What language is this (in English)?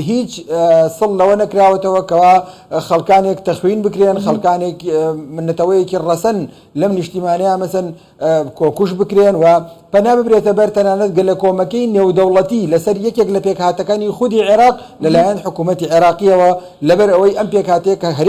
Central Kurdish